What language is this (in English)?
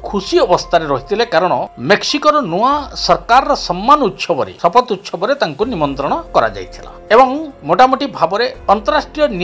Odia